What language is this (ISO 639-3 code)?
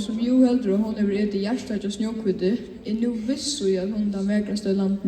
fao